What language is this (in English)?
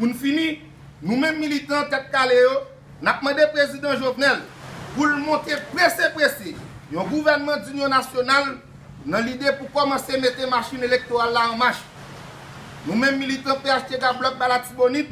Haitian Creole